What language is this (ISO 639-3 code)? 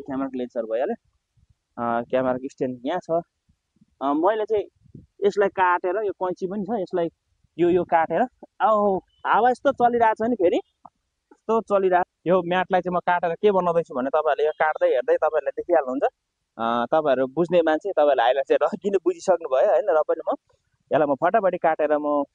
nep